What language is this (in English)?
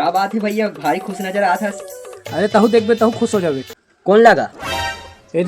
Chhattisgarhi